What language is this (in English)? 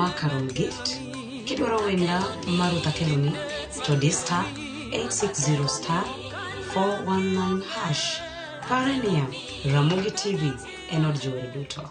Luo (Kenya and Tanzania)